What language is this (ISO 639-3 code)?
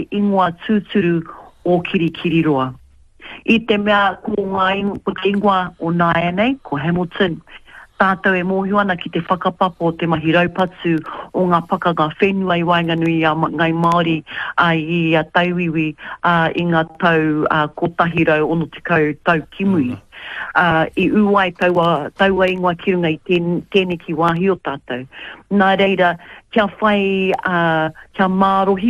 mri